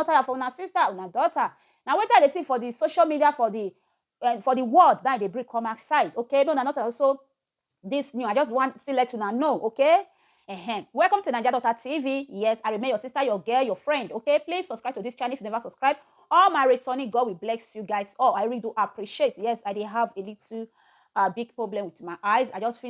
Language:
Nigerian Pidgin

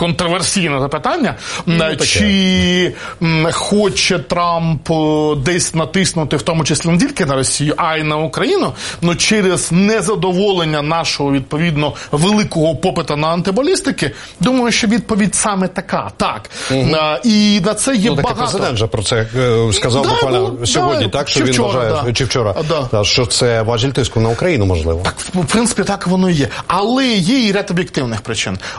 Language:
Ukrainian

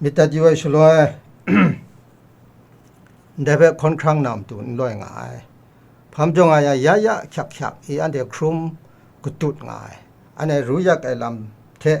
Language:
Kachin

